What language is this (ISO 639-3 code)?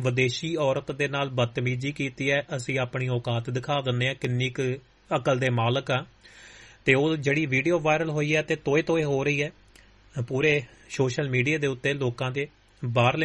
pan